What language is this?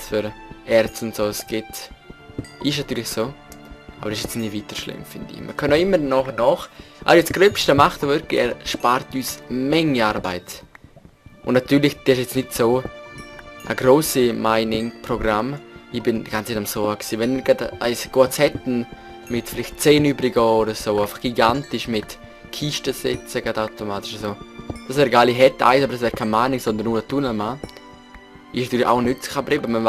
Swiss German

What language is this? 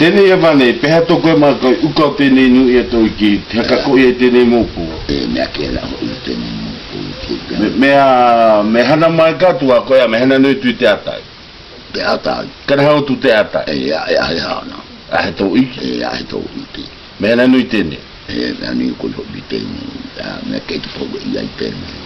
South Marquesan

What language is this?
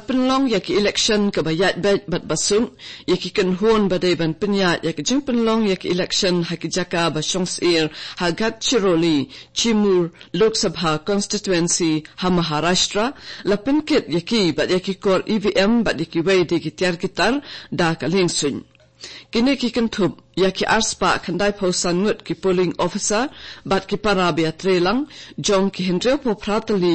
Khasi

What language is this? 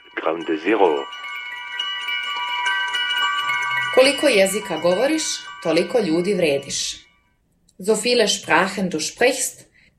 German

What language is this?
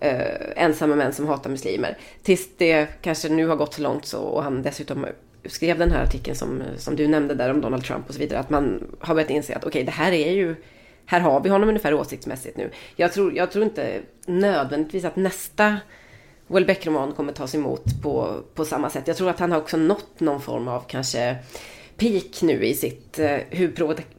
Swedish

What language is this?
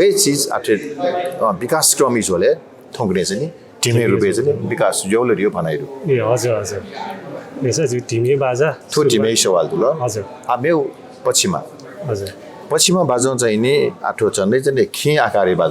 Newari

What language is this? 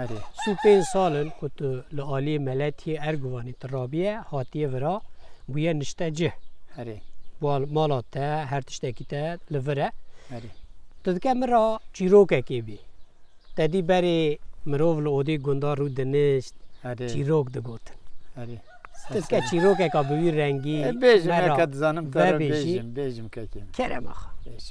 Kurdish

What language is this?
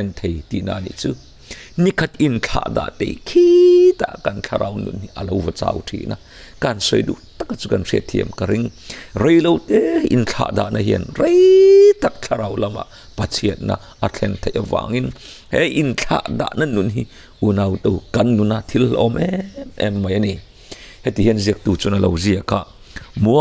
Mizo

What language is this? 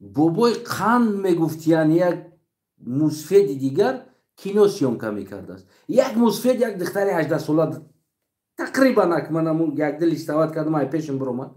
Tajik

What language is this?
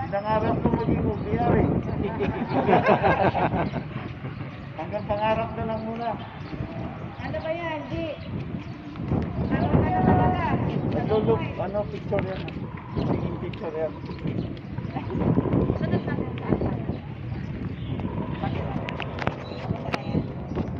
Filipino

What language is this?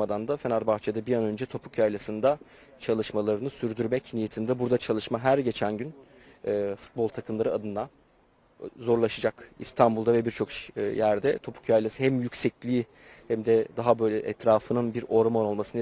Turkish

